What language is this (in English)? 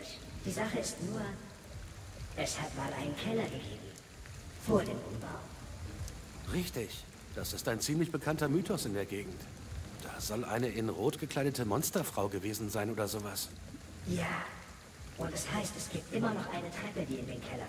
German